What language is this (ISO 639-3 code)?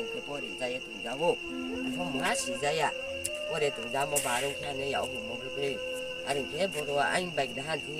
ria